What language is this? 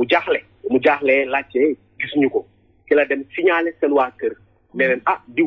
Wolof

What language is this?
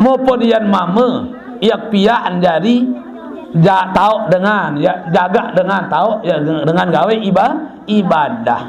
Sasak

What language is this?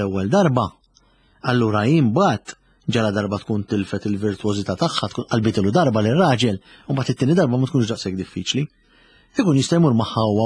Maltese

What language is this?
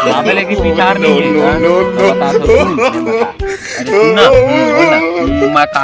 Chhattisgarhi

